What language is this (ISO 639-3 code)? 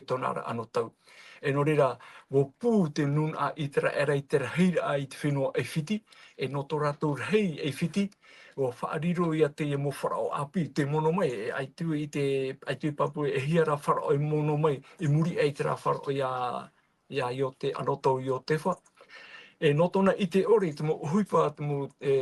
tah